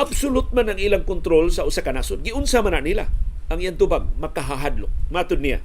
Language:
Cebuano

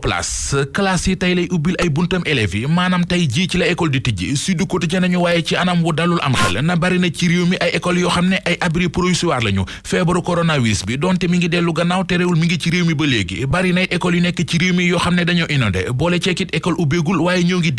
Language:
Wolof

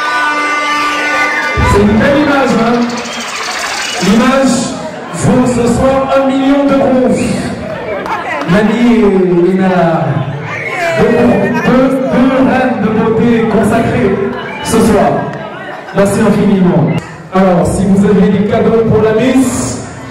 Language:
French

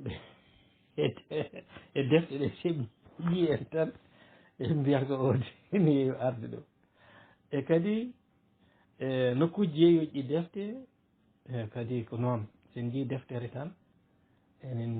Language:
Fula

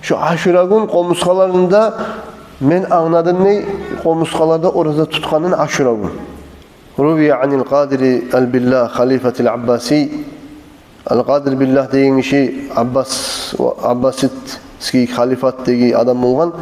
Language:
Kumyk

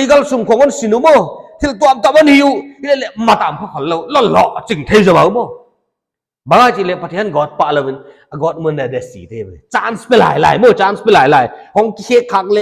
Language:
Paite Chin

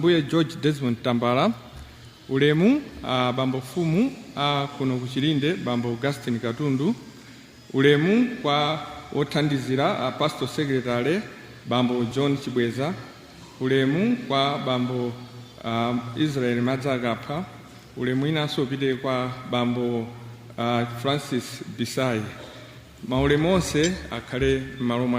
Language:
Nyanja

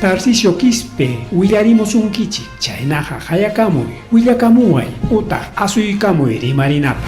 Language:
Ayacucho Quechua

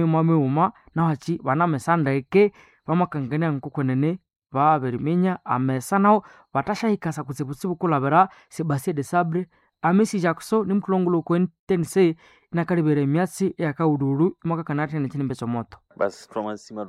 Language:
Nande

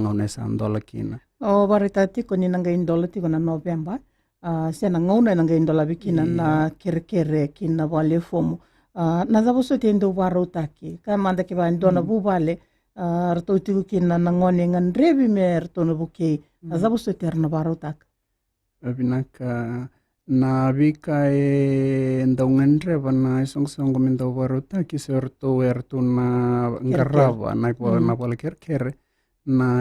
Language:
Fijian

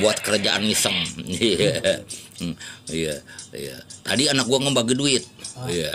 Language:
Betawi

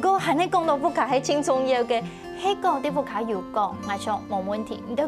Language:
Hakka Chinese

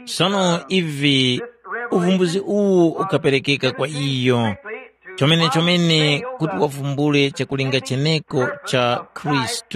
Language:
Tumbuka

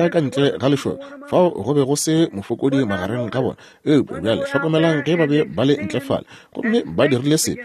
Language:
Northern Sotho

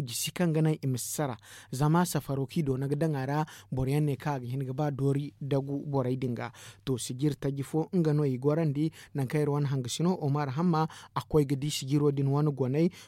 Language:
Zarma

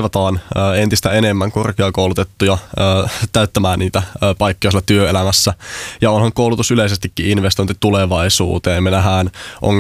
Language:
Finnish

